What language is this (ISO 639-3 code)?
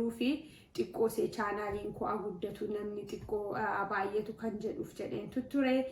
orm